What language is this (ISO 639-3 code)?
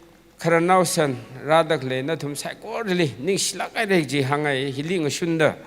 nmf